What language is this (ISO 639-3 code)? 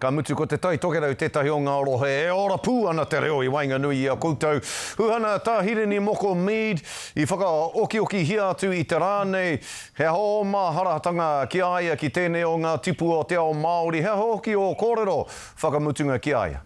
mri